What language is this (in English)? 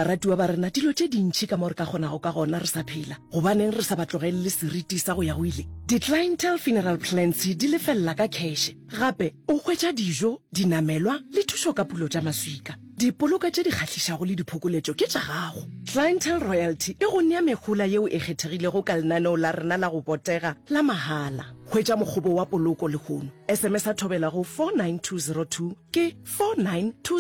Northern Sotho